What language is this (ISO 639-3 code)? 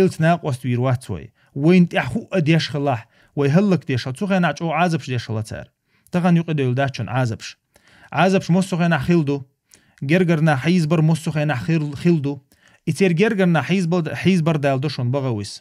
che